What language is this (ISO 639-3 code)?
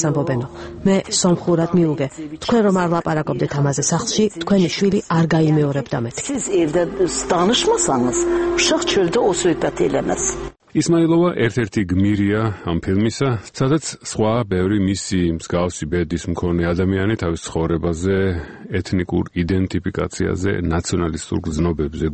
kat